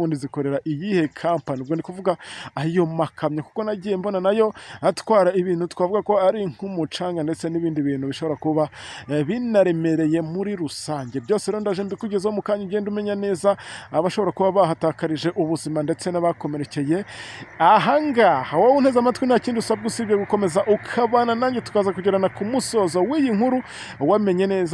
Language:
Kinyarwanda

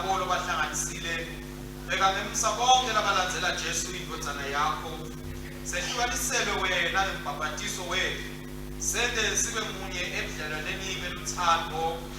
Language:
Swati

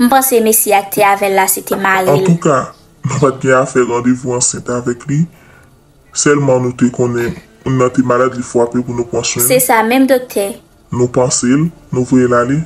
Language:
Haitian Creole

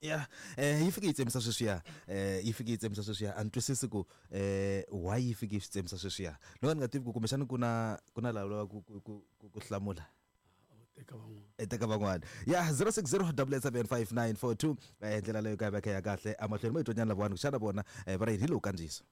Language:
Tsonga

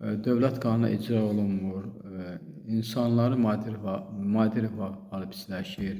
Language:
Azerbaijani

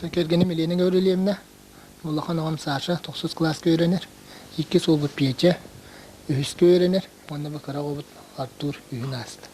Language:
Yakut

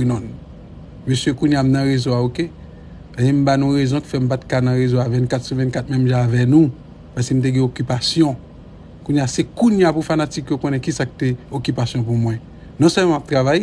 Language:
Haitian Creole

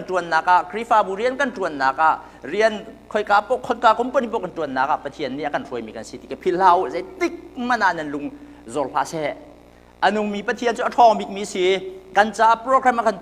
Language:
Hakha Chin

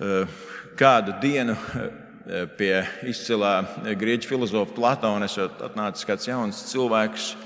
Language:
Latvian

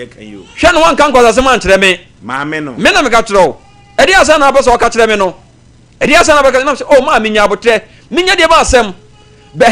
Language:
Akan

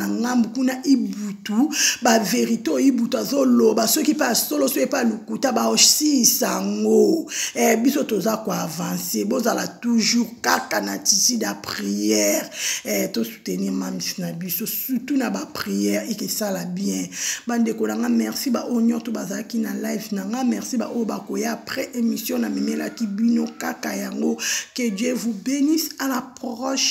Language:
Lingala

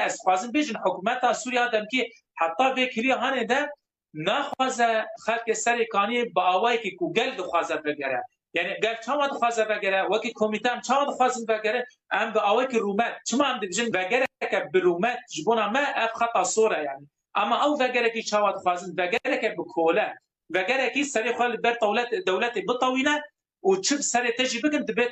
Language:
Kurdish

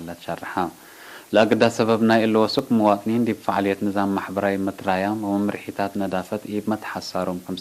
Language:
Tigre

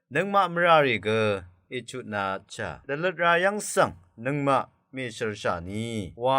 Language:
Rawang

